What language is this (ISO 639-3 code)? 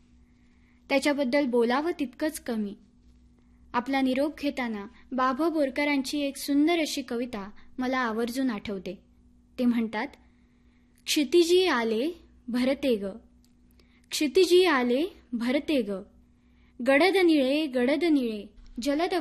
mar